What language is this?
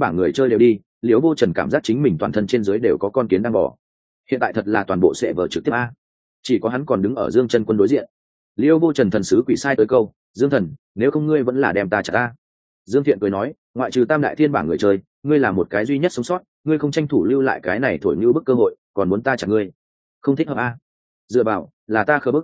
Vietnamese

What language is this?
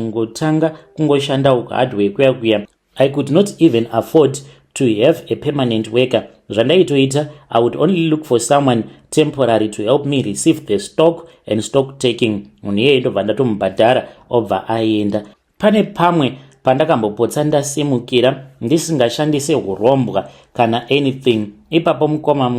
Shona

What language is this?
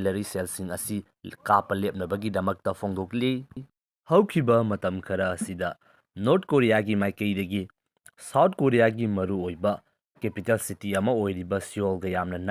Manipuri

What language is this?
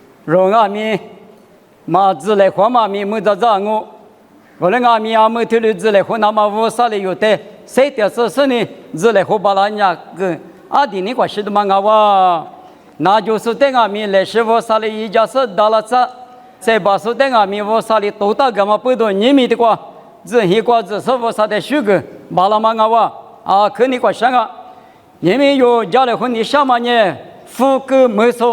Lisu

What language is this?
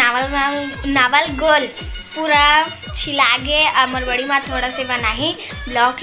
Chhattisgarhi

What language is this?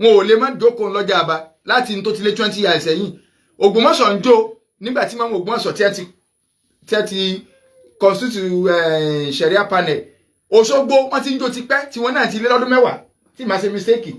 Yoruba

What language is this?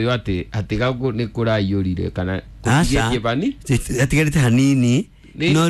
Kikuyu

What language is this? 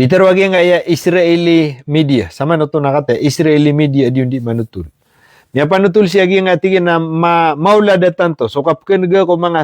Maranao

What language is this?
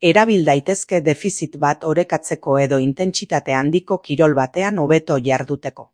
Basque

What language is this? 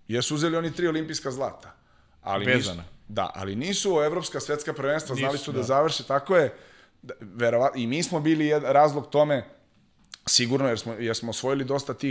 Serbian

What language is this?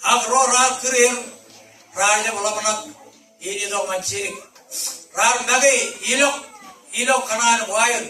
Marshallese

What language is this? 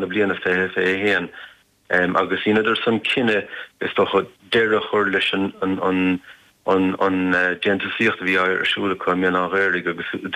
Irish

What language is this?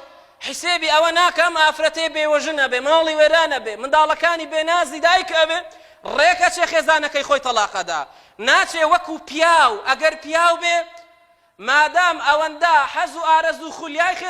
Central Kurdish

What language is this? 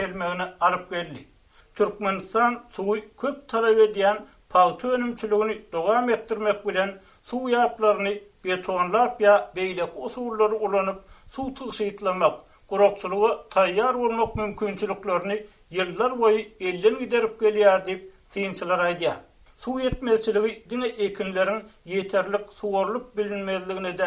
Turkmen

